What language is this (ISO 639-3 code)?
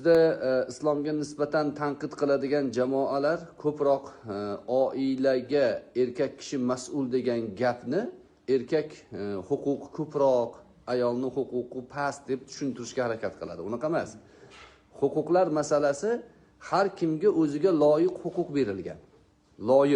uzb